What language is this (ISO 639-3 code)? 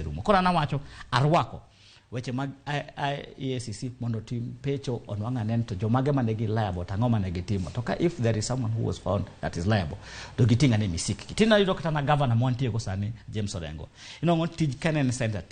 luo